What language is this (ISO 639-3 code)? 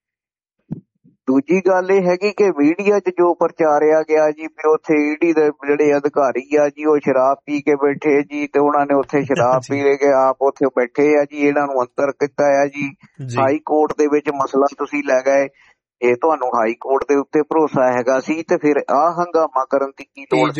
pan